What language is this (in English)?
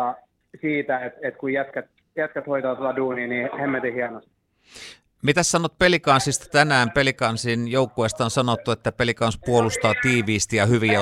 Finnish